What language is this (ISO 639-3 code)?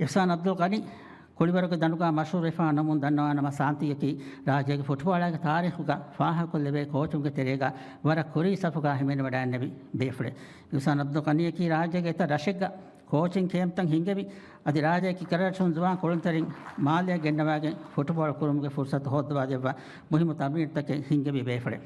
div